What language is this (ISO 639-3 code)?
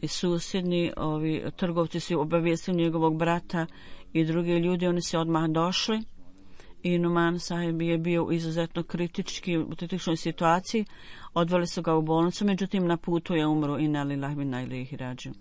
bos